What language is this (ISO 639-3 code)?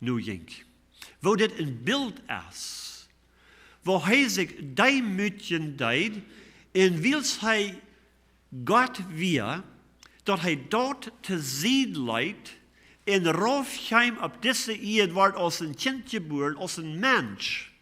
pdt